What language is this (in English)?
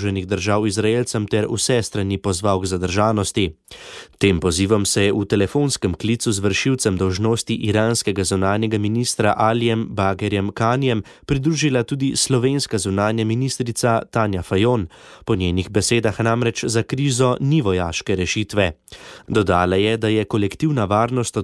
Slovenian